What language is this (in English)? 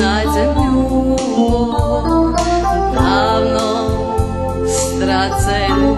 Rusyn